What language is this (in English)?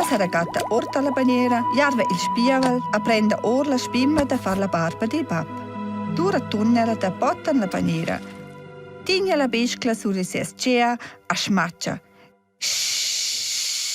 Romansh